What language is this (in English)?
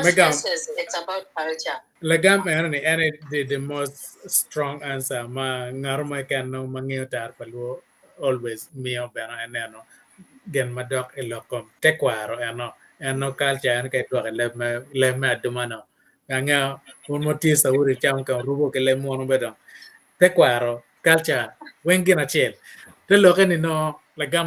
Acoli